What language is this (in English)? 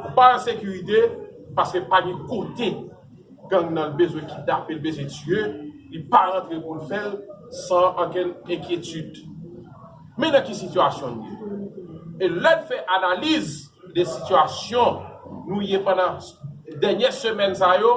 Haitian Creole